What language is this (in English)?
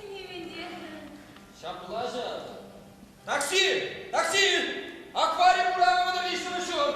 Chuvash